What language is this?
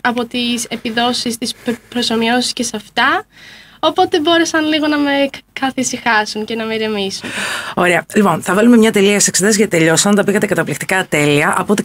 Greek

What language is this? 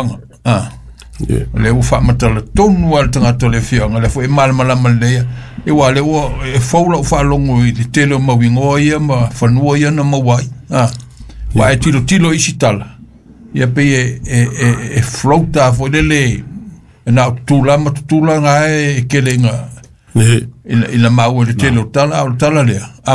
Samoan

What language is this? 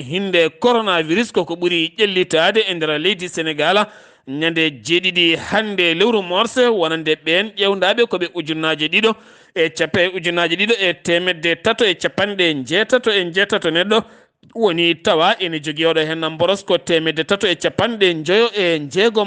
Fula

